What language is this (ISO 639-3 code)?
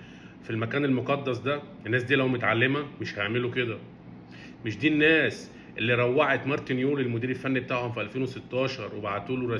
arz